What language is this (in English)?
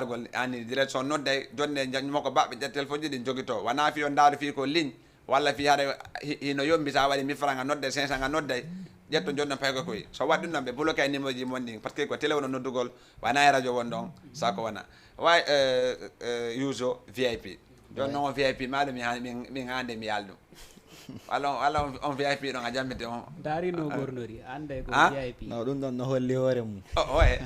Fula